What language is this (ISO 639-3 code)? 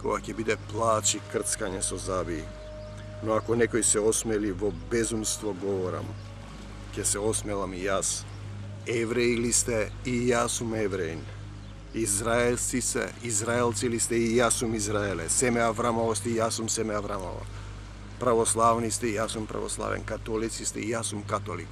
mkd